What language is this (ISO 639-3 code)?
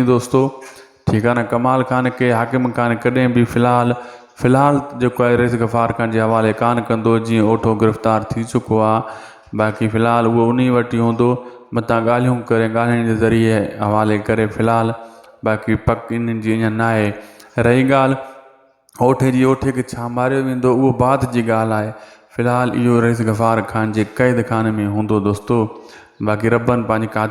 snd